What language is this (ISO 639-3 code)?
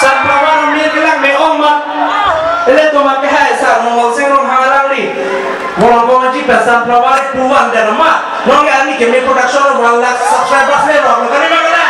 mjw